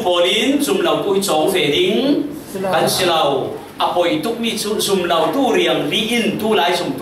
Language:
Falam Chin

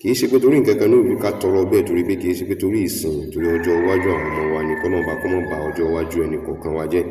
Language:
Yoruba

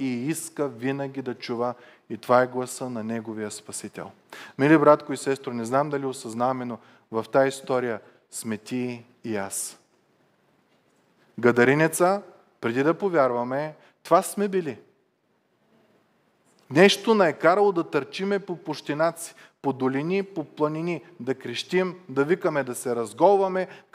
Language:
Bulgarian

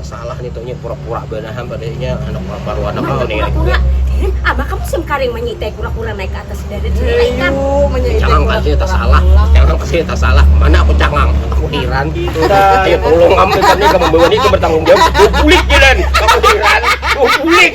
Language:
Banjar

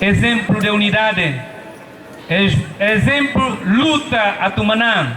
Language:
Tetum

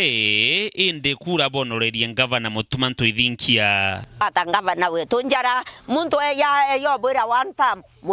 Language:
Meru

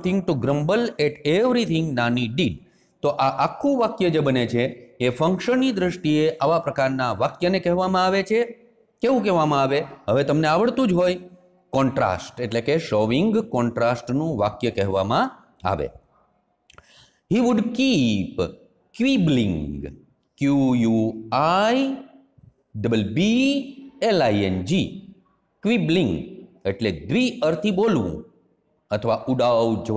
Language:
Gujarati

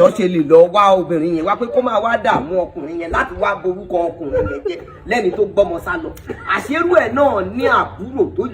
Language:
Yoruba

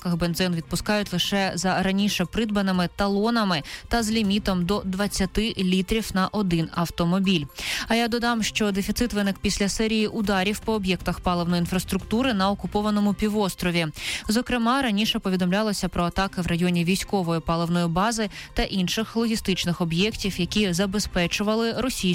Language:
Ukrainian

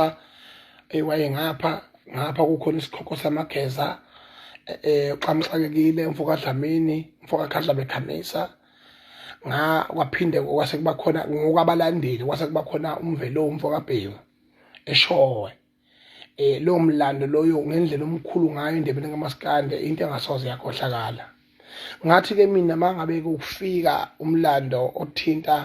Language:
Zulu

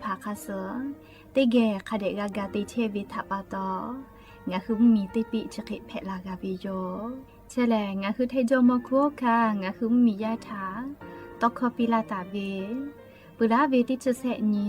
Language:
Lahu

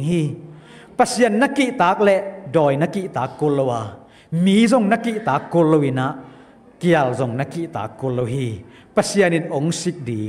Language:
Tedim Chin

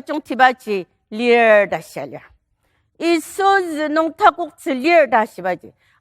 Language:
Ao Naga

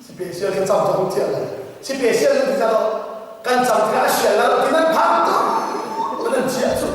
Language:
Hakha Chin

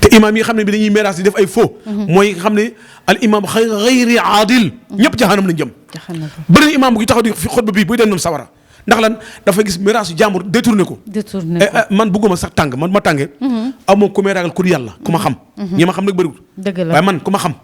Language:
Wolof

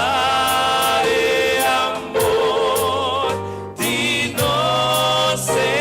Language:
Papiamento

